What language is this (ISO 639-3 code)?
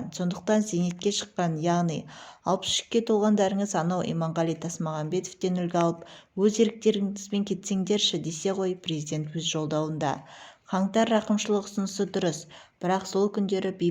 kaz